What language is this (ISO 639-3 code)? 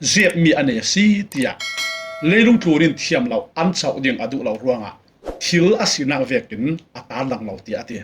cfm